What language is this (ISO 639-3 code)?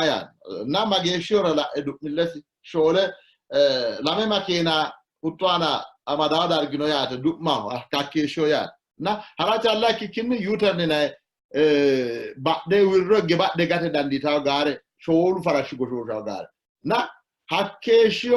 sid